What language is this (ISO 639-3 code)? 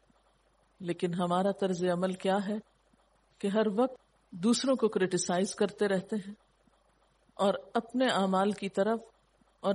urd